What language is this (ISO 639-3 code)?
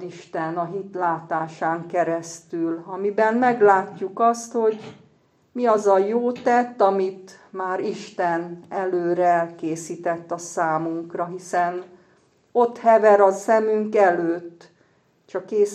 hun